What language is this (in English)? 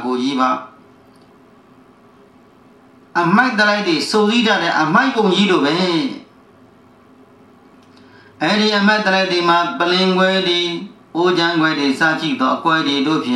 Burmese